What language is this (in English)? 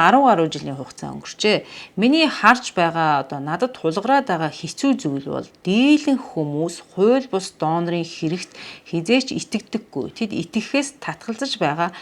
Mongolian